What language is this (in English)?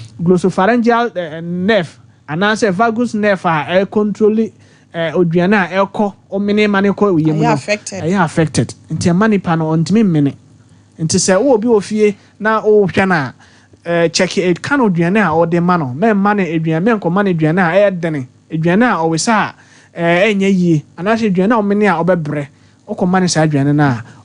Akan